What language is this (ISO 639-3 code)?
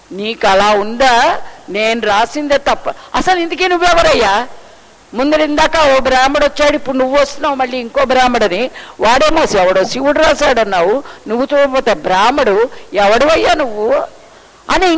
tel